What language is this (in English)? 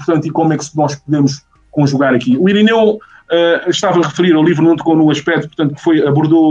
Portuguese